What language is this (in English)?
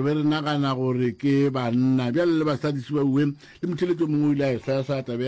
Northern Sotho